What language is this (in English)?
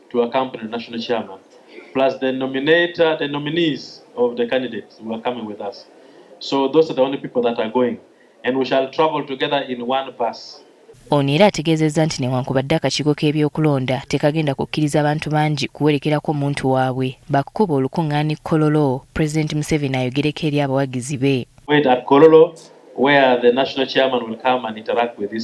Ganda